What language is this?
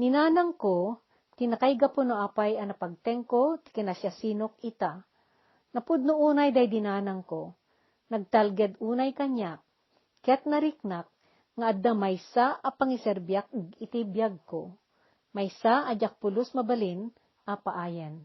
Iloko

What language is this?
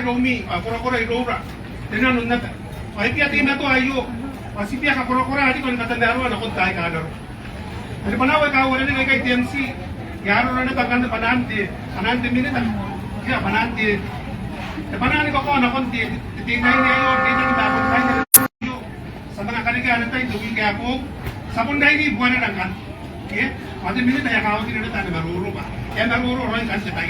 Gilbertese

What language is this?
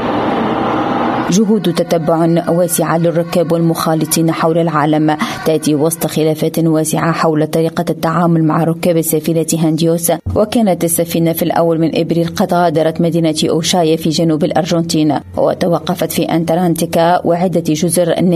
Tunisian Arabic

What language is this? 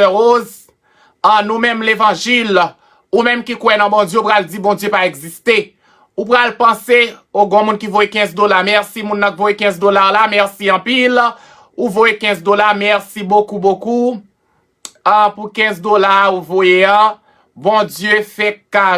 Haitian Creole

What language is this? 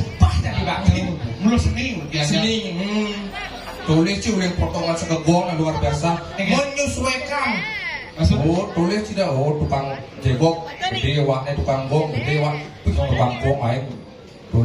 Balinese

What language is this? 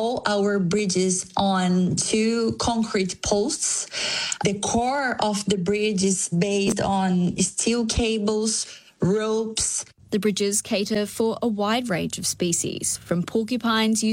English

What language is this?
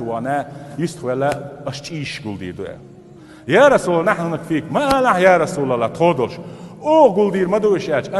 Chechen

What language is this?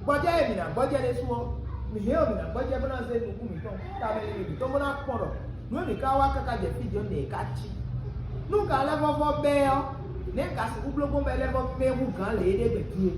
Fon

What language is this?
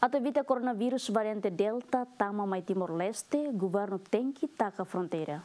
Tetum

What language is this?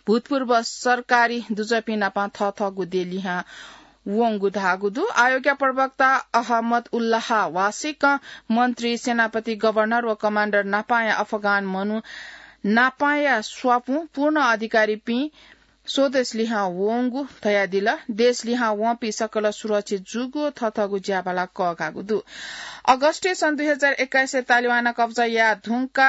Newari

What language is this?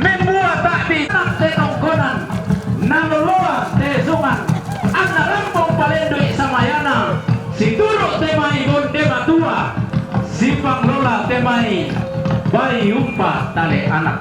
Toraja-Sa'dan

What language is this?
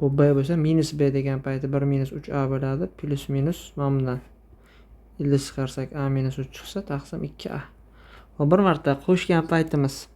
Uzbek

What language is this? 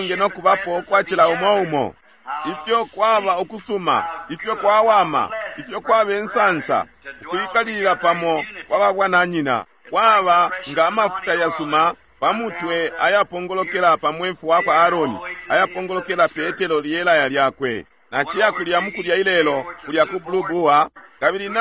Bemba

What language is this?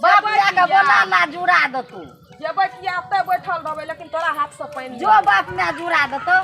Maithili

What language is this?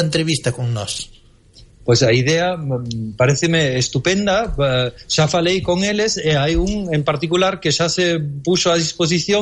Galician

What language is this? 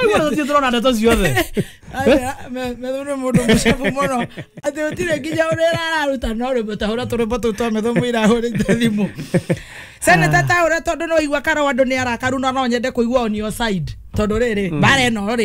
Kikuyu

